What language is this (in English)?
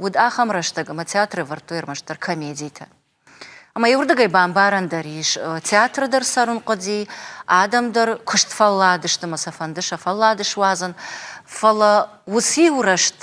Ossetic